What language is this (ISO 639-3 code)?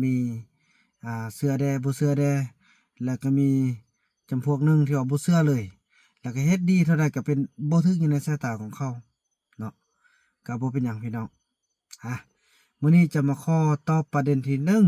lao